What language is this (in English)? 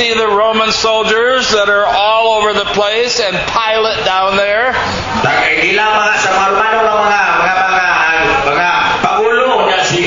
Filipino